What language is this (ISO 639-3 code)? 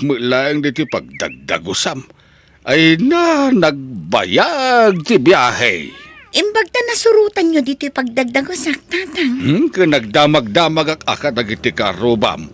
ilo